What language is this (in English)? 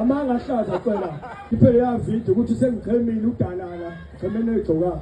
Zulu